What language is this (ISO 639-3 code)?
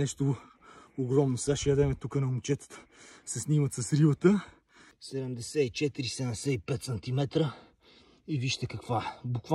bul